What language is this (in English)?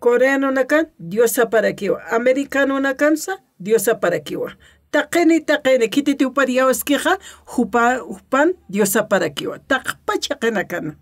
Aymara